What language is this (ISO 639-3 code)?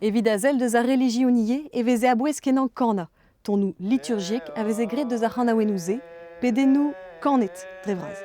bre